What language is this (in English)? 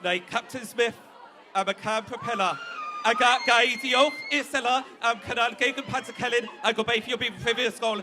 Welsh